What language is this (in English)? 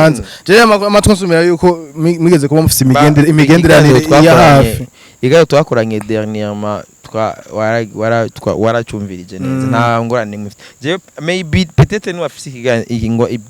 Rundi